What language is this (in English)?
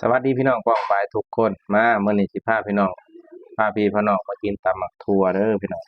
Northeastern Thai